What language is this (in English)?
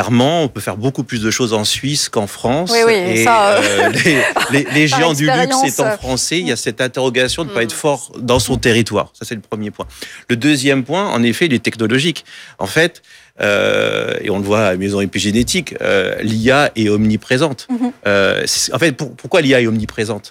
French